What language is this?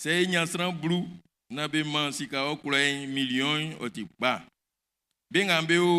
Baoulé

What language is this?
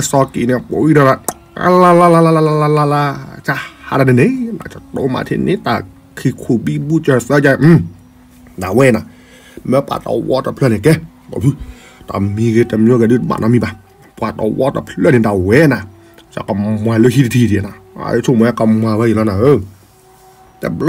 S'gaw Karen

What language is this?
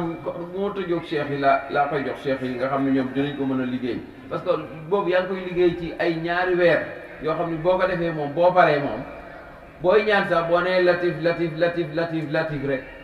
Wolof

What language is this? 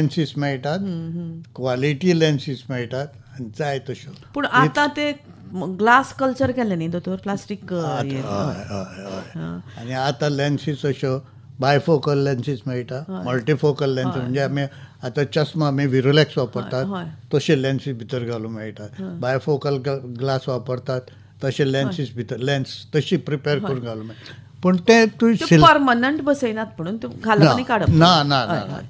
Konkani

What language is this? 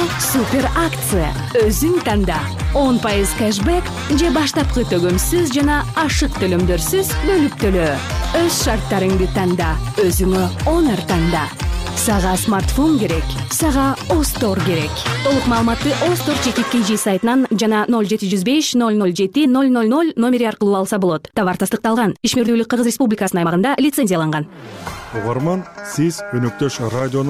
Kyrgyz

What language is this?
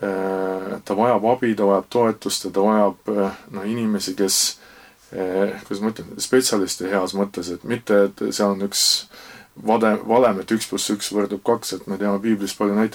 Estonian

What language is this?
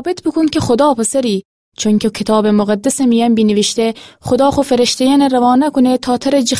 Gilaki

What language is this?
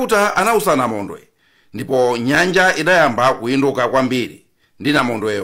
Nyanja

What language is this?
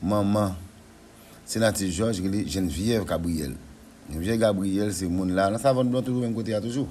Haitian Creole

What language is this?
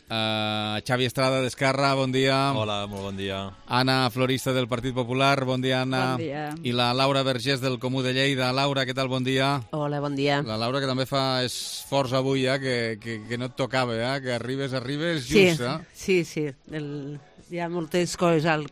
Catalan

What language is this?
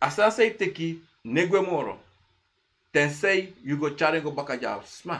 Sranan Tongo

